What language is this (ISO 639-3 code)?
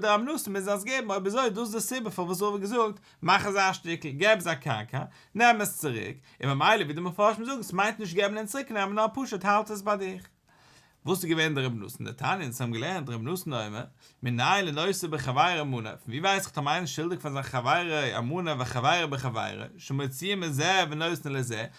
yid